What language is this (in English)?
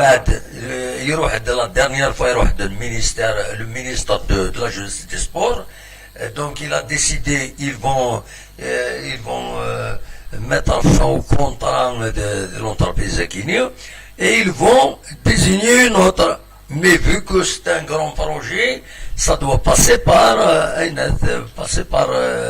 Kabyle